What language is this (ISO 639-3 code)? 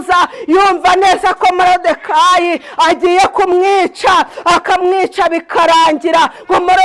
kin